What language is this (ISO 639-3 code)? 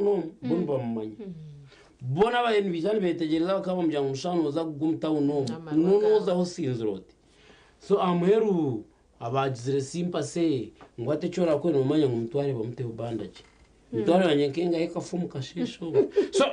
nyn